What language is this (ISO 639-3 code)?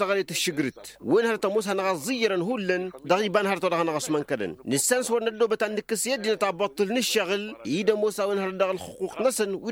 taq